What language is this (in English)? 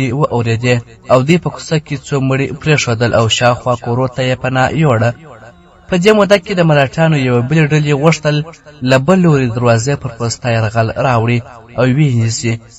Pashto